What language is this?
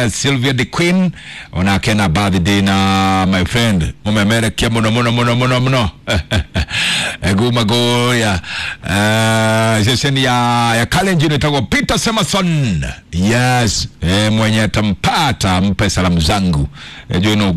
Kikuyu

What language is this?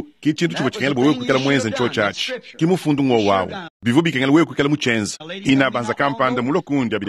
Luba-Lulua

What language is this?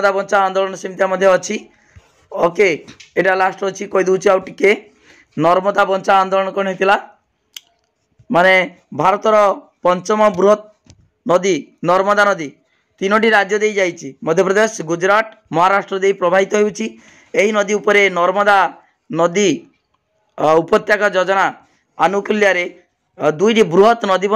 Odia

